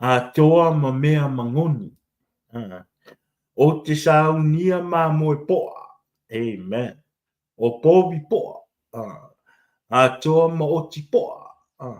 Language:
Samoan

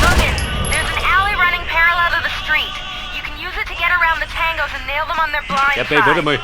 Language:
Bavarian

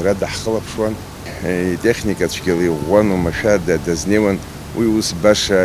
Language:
Abkhazian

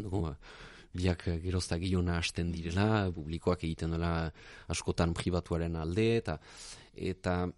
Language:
Basque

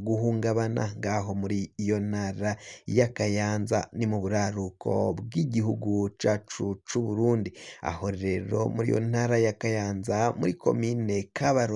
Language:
Rundi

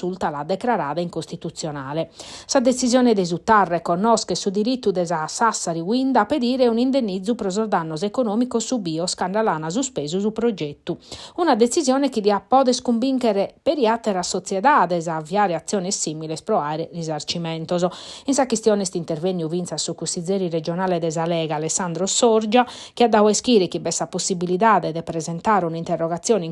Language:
Sardinian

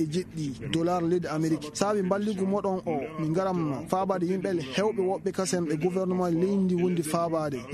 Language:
Maasina Fulfulde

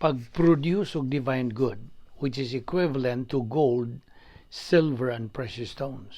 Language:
Cebuano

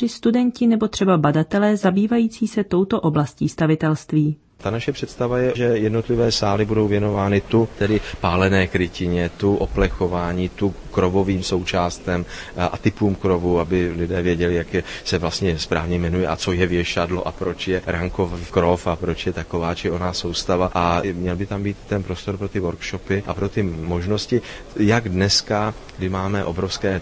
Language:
Czech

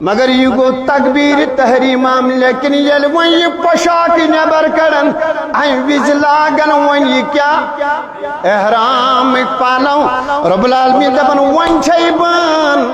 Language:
Kashmiri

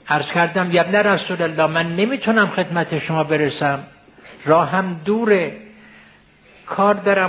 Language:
Persian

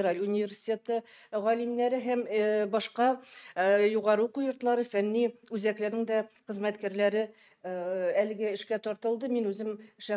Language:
Tatar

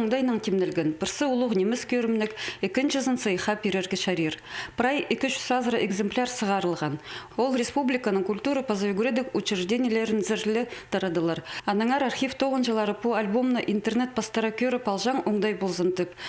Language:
Khakas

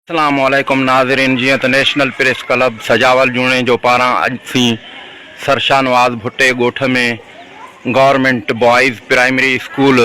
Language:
Sindhi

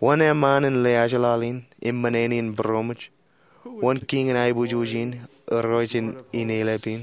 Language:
Marshallese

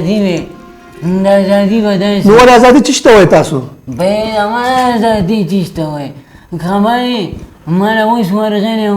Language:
Pashto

